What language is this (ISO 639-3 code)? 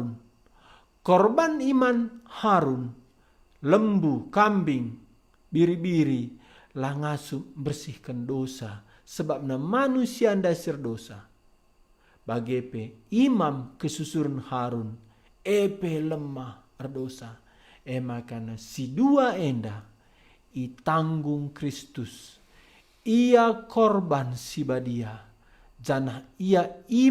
btx